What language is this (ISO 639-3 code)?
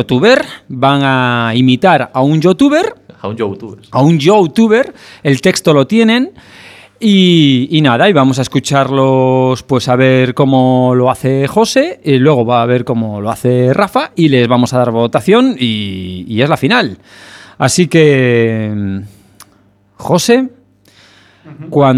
spa